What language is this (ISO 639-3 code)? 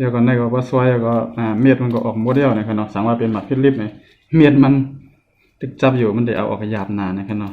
shn